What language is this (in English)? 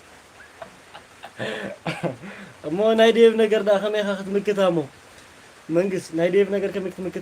Tigrinya